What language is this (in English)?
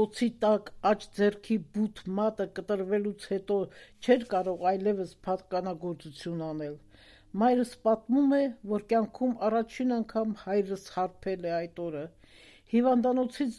Armenian